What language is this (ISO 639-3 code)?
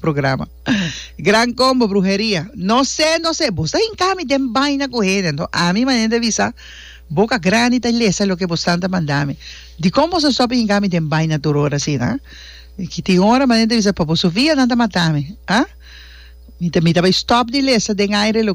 pap